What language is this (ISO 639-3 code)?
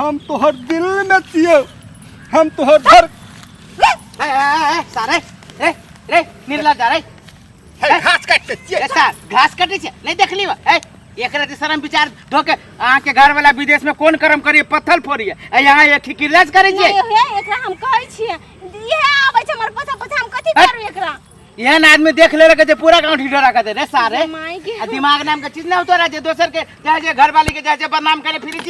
mai